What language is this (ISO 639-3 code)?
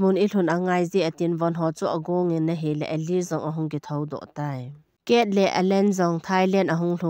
tcz